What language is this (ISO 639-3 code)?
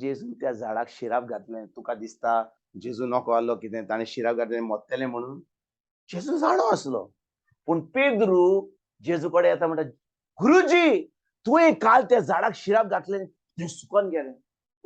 kok